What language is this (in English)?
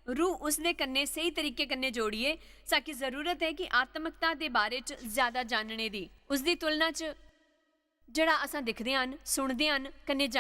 Dogri